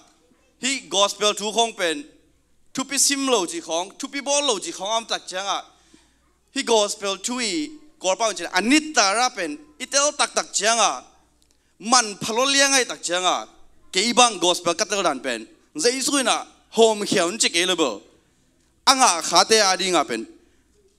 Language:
Tedim Chin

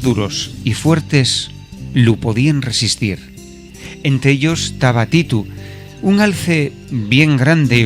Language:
Asturian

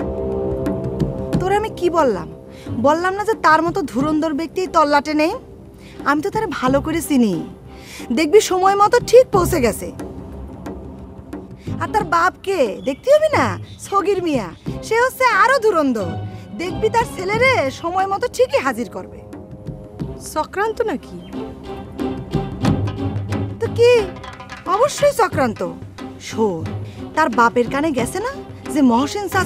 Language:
Bangla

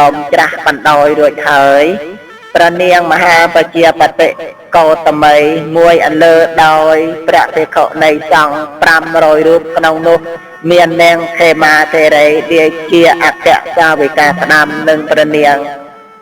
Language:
Khmer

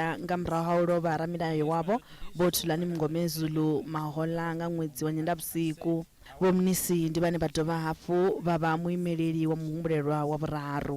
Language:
Venda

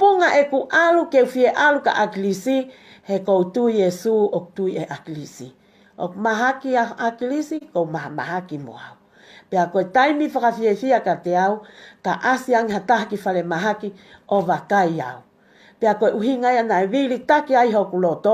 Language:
Tongan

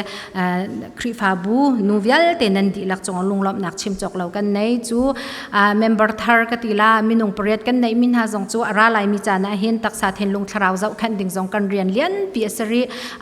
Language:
Falam Chin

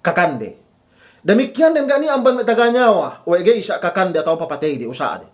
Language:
Yakan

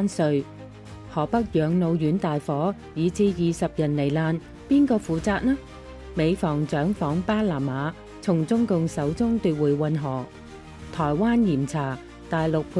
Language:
Cantonese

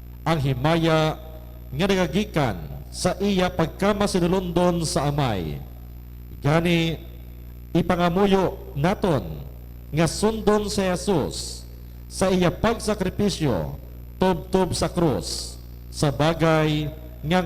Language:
Hiligaynon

